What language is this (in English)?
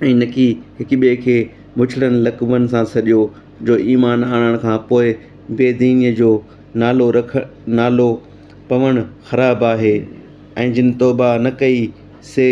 Sindhi